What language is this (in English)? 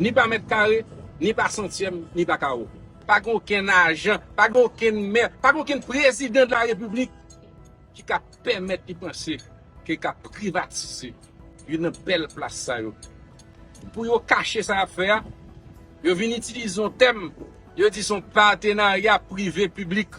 Haitian Creole